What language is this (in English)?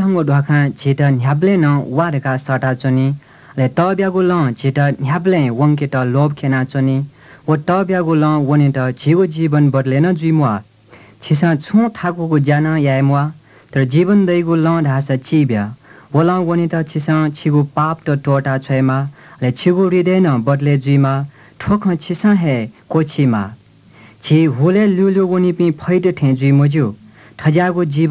Newari